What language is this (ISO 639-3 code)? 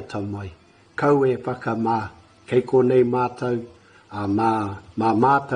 mri